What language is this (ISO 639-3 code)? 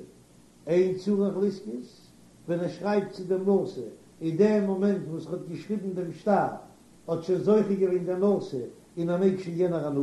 yid